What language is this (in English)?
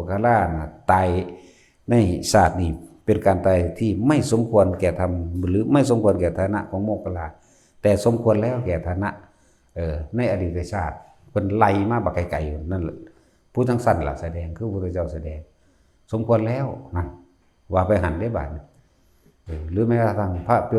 Lao